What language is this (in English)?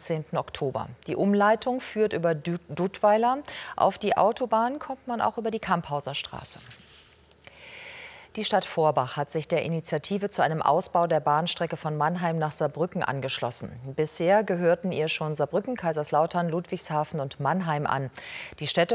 German